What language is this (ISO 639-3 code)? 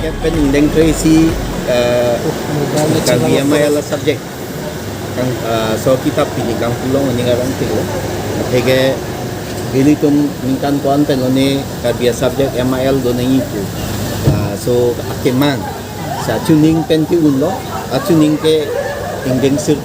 mjw